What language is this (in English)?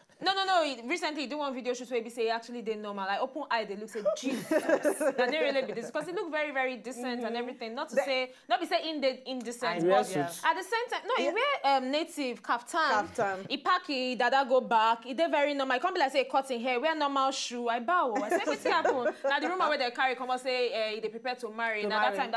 Nigerian Pidgin